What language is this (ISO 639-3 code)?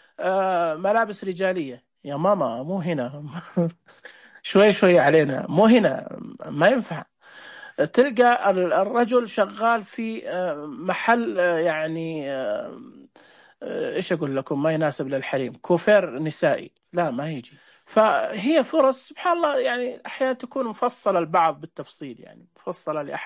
ars